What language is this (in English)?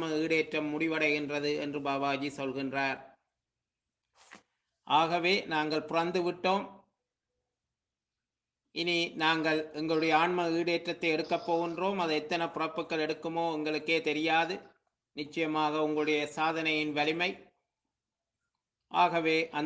Tamil